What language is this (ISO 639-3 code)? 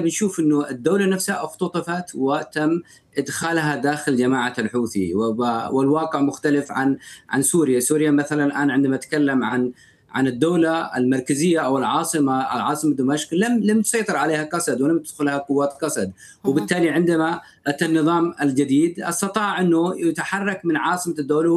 ara